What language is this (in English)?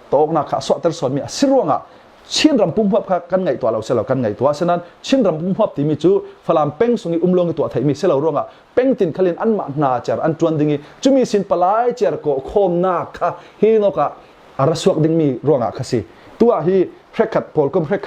Falam Chin